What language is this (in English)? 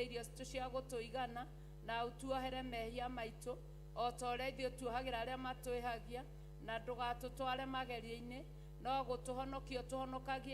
Kikuyu